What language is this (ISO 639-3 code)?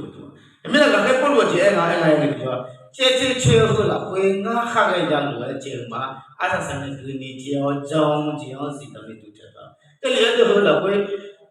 ahk